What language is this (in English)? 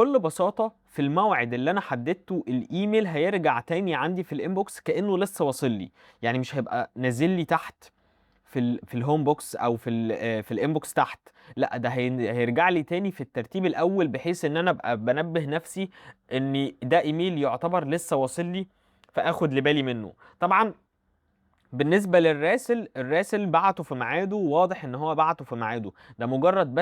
Egyptian Arabic